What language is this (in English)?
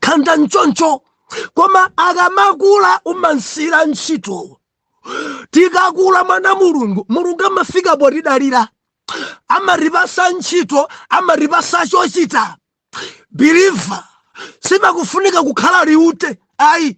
Nyanja